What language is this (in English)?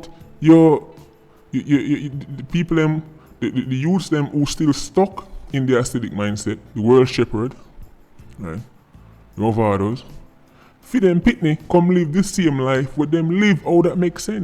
Jamaican Creole English